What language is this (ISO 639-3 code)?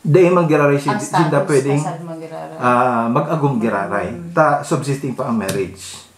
bik